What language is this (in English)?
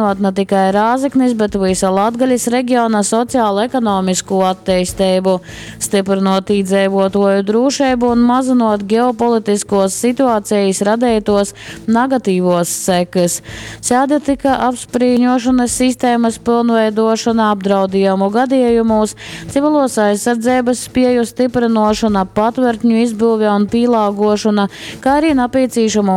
Latgalian